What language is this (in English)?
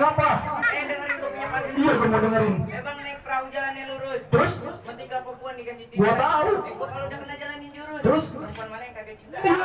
Betawi